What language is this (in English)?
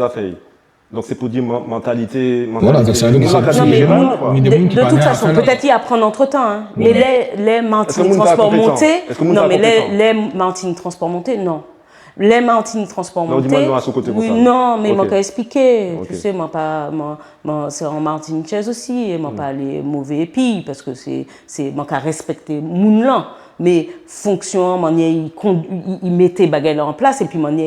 Guadeloupean Creole French